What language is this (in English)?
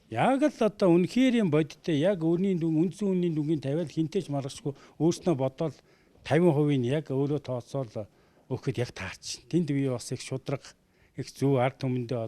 Mongolian